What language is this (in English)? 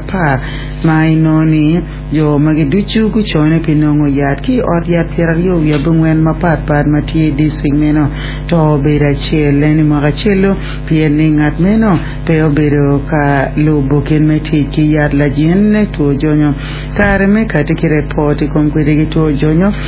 Acoli